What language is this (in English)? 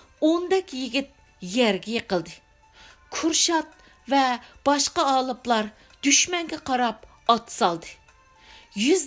Uyghur